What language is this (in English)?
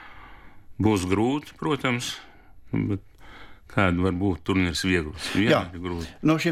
Latvian